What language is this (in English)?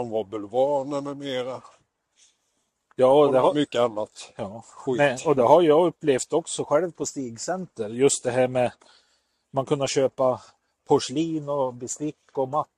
Swedish